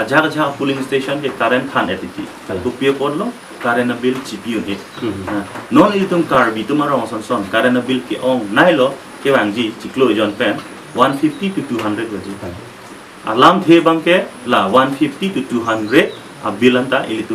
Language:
Karbi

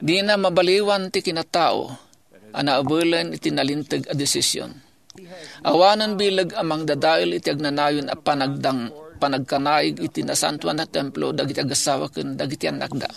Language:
Iloko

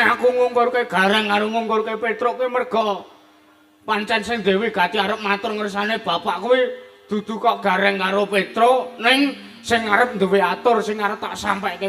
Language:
Javanese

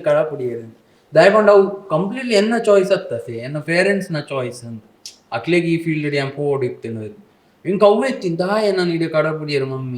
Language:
Tulu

